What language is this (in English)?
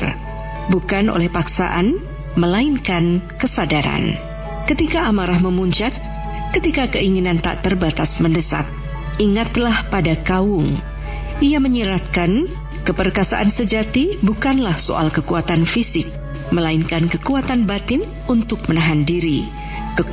Indonesian